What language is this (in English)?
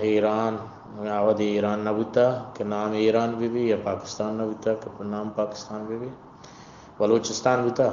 Eastern Balochi